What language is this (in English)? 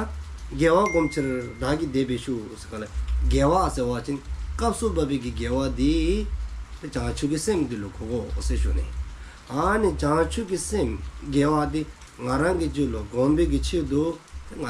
Dzongkha